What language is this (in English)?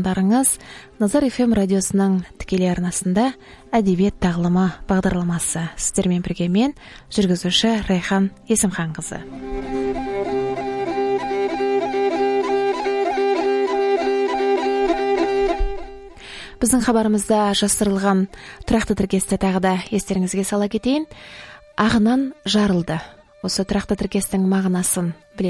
Kazakh